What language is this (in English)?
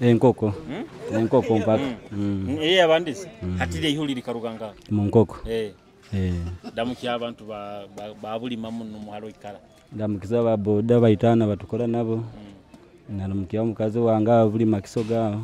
Tooro